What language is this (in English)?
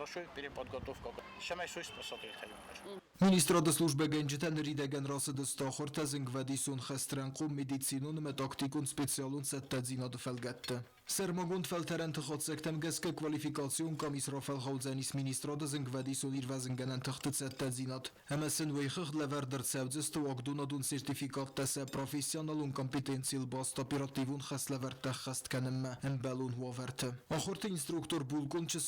Ossetic